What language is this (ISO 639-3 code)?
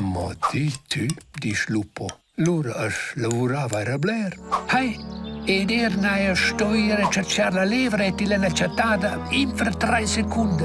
roh